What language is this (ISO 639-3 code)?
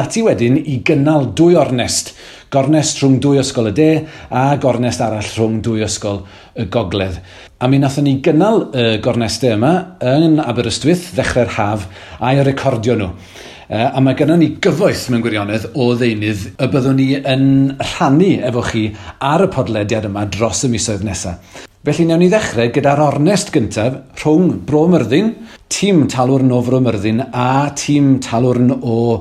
cym